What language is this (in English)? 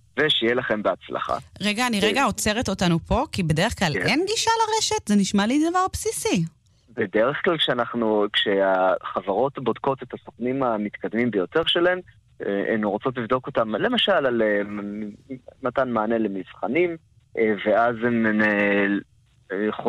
Hebrew